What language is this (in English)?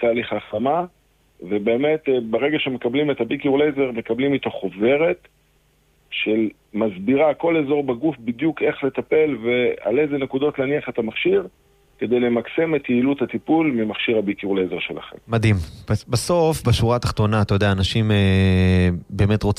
Hebrew